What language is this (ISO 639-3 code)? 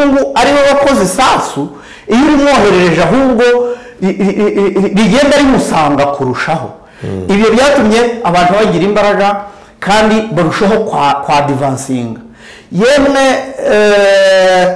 kin